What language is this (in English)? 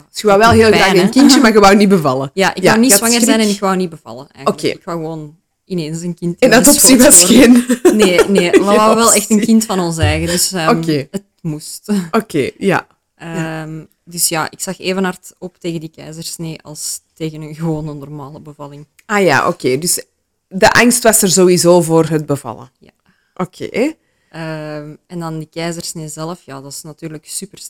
Dutch